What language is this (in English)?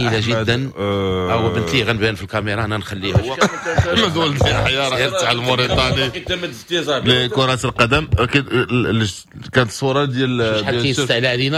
Moroccan Arabic